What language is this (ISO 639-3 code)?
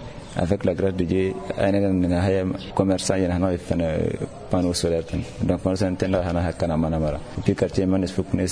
taq